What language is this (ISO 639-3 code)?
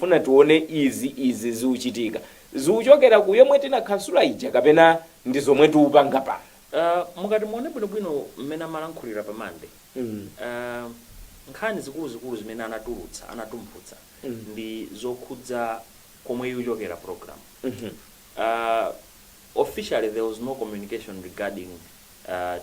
nya